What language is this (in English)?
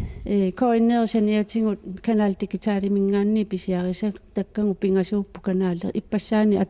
Kalaallisut